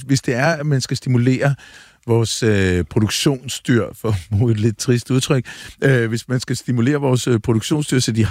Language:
Danish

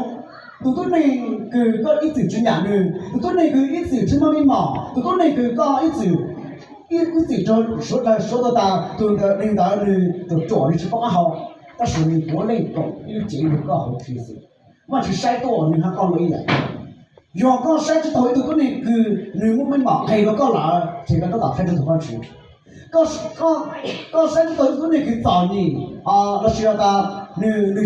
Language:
Hmong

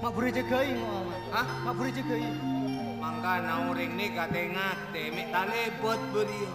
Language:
Madurese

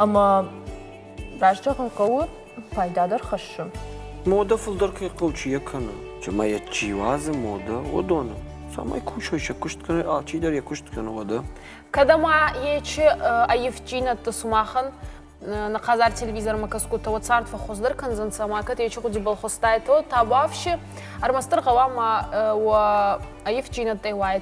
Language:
Ossetic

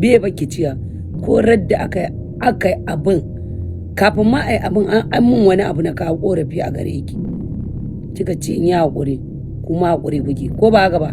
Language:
Hausa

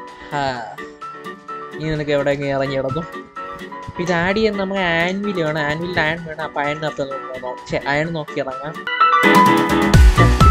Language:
Malayalam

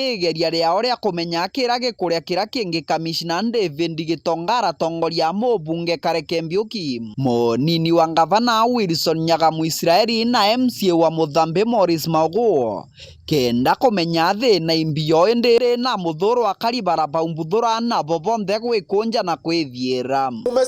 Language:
Meru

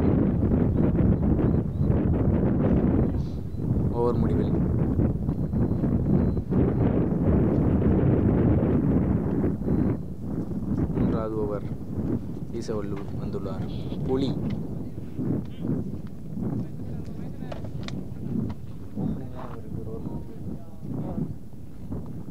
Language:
Tamil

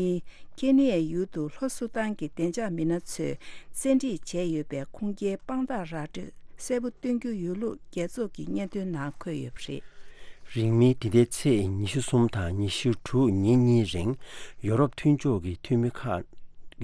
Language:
Tibetan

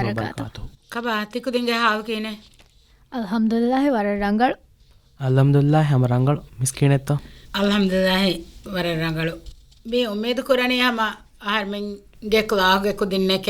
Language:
Divehi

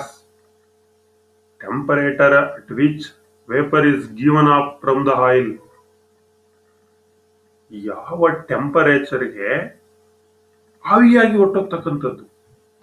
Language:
Kannada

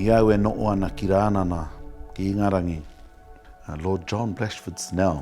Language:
Māori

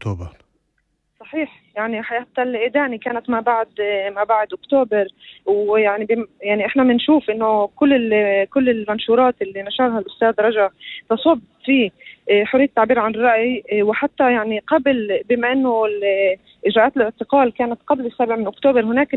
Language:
North Levantine Arabic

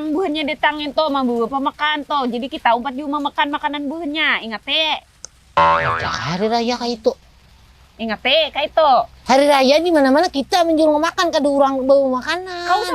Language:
Banjar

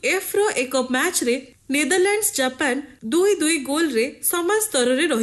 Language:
Odia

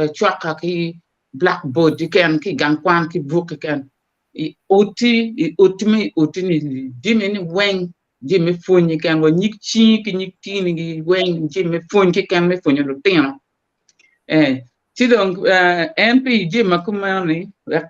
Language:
Acoli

